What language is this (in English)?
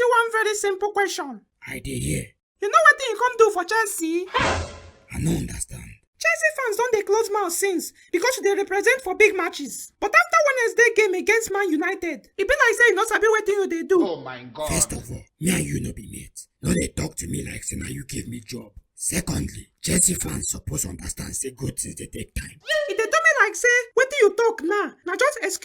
Nigerian Pidgin